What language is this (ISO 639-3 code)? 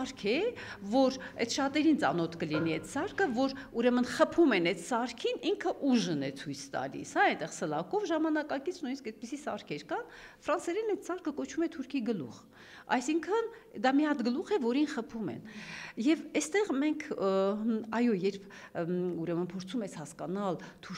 hye